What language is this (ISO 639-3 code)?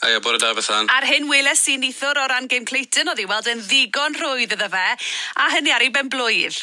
cym